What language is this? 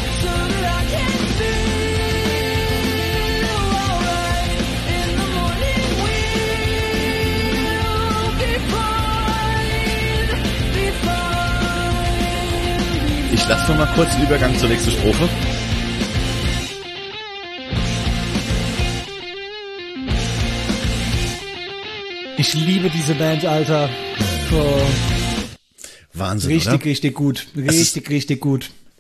German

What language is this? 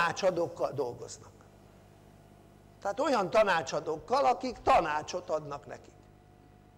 Hungarian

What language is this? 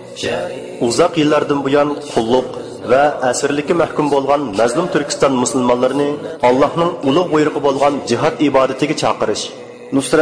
Uyghur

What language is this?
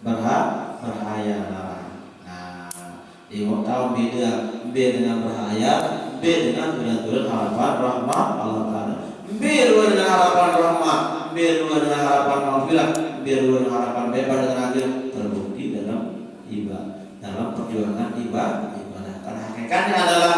Sasak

